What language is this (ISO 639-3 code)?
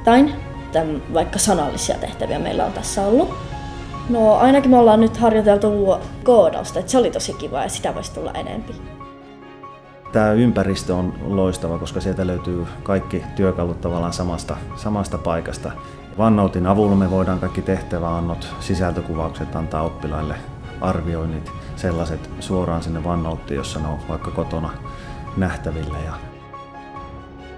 fin